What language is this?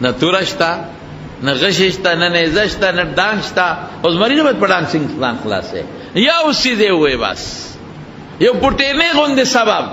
Pashto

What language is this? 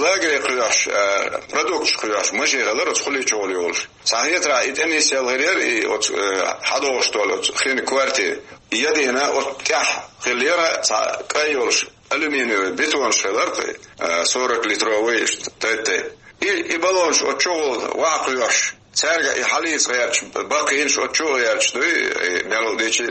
Chechen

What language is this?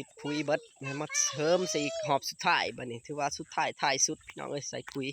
Lao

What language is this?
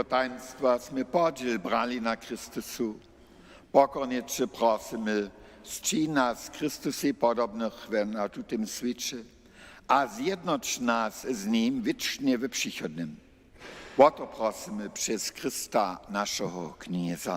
Upper Sorbian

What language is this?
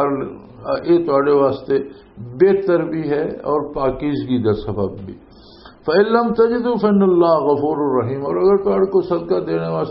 Western Panjabi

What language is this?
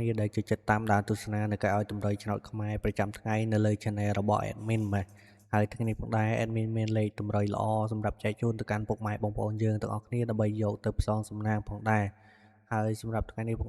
Khmer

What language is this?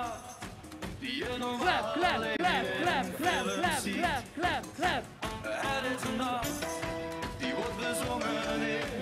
Dutch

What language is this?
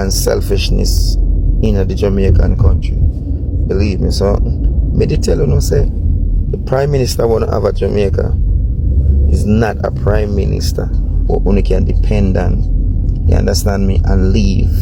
Jamaican Creole English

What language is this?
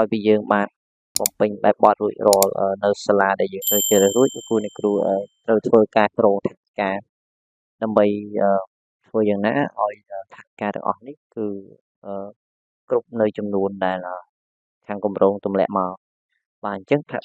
Khmer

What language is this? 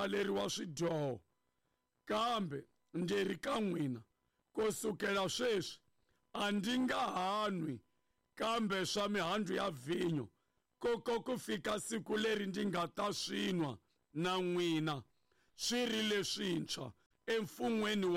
Tsonga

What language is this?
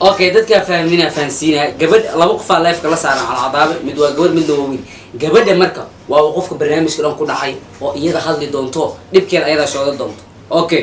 Somali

